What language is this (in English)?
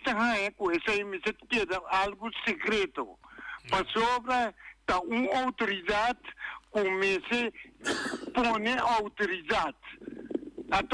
Papiamento